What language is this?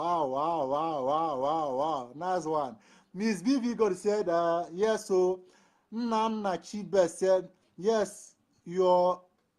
Nigerian Pidgin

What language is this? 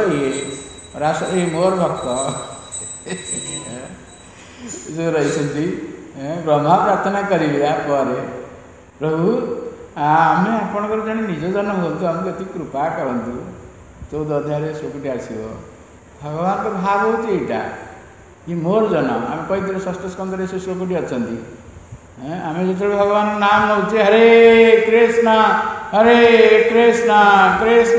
Odia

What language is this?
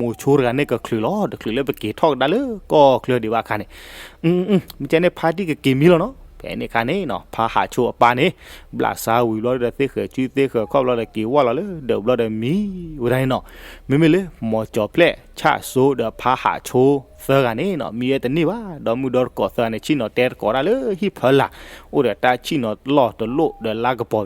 S'gaw Karen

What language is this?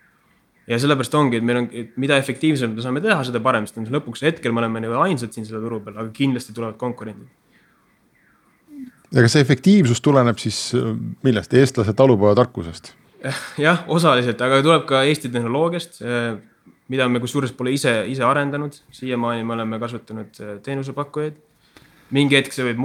Estonian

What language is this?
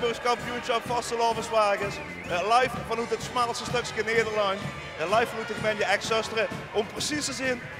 Limburgish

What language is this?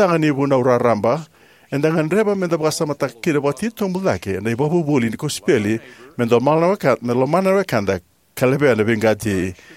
Fijian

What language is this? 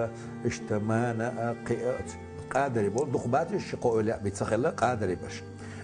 Chechen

